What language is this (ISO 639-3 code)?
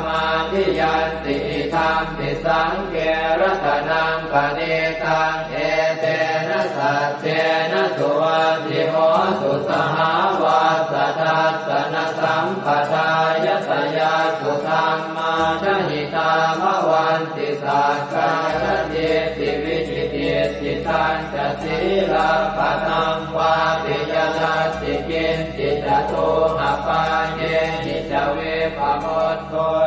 pli